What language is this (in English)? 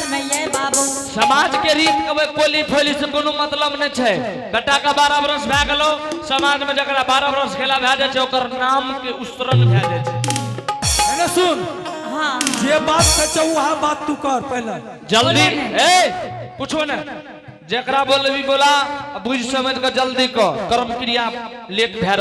Angika